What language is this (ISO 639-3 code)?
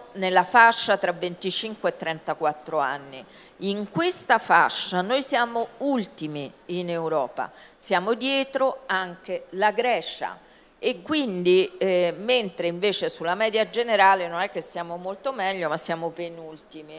ita